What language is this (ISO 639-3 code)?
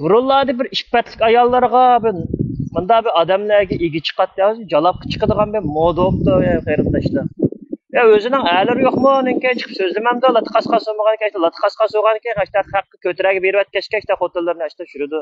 uig